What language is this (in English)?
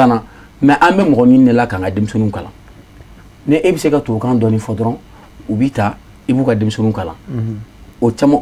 Bambara